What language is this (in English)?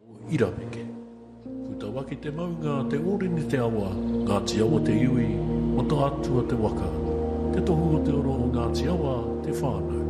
Māori